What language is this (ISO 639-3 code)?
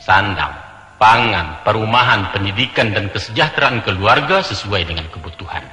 min